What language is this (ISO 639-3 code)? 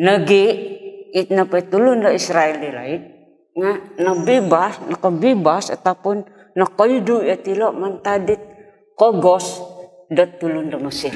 dtp